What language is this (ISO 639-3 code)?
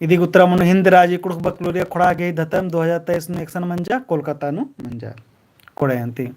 kru